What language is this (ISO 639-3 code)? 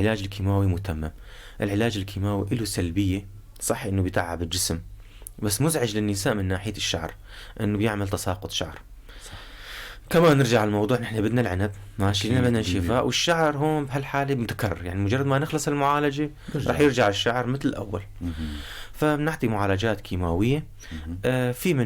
apc